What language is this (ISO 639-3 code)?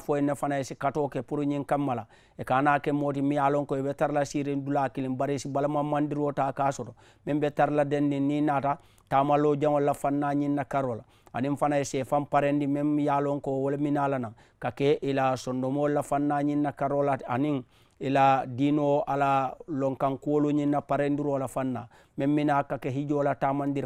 man